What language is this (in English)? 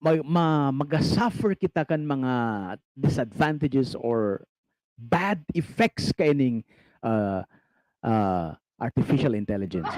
Bikol